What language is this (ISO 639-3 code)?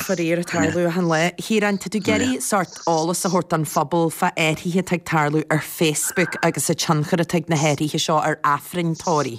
gle